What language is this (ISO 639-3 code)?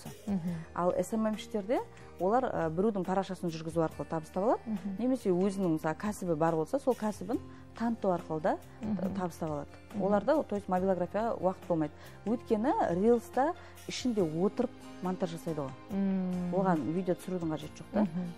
kaz